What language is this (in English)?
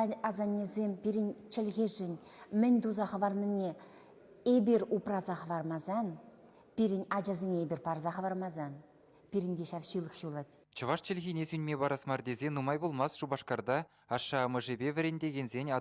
Chuvash